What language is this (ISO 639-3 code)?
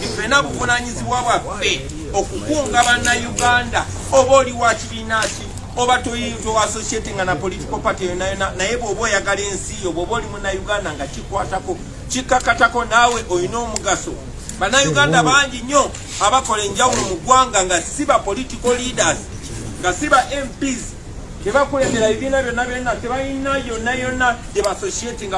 lug